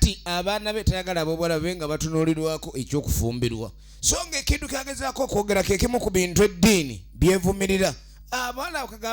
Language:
Ganda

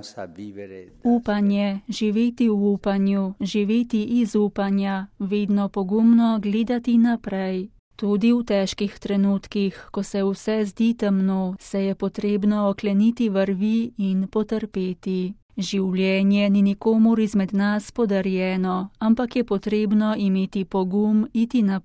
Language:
Slovenian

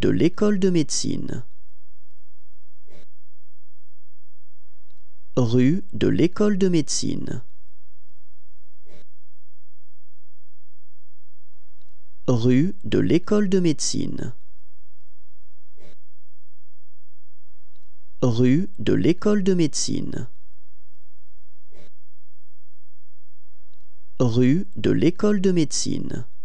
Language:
French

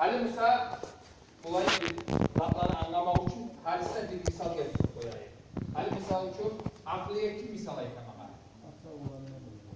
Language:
Kumyk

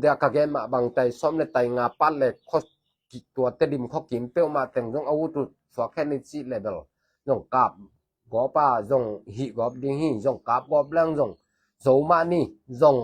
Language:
Tedim Chin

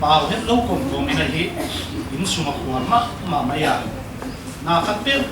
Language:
Paite Chin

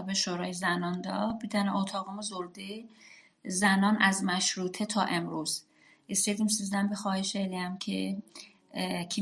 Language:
South Azerbaijani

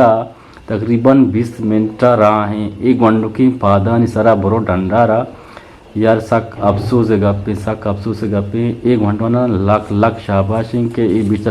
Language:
Eastern Balochi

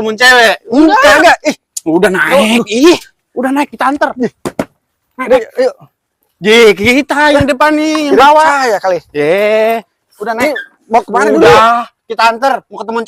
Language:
Betawi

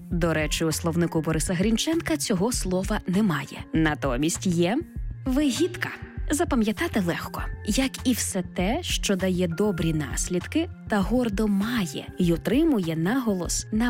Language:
Ukrainian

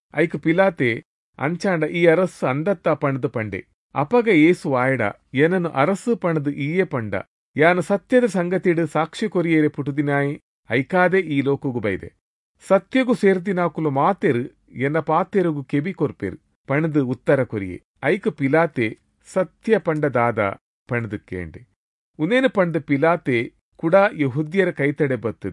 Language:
Tulu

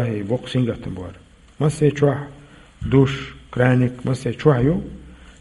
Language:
Chechen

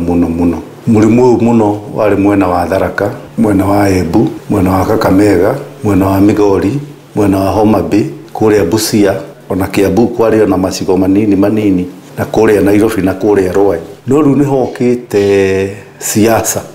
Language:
Kikuyu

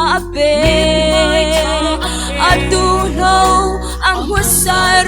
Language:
Falam Chin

